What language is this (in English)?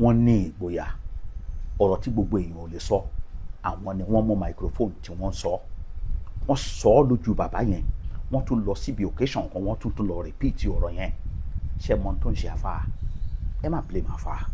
Yoruba